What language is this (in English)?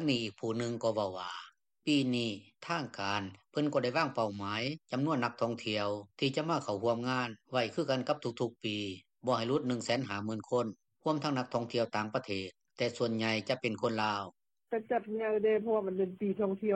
Lao